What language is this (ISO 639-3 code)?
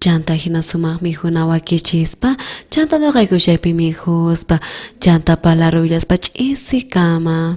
quh